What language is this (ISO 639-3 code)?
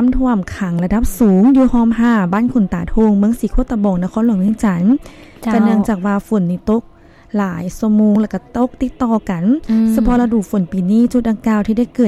lao